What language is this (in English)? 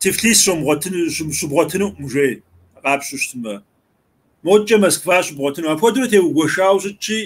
Kabardian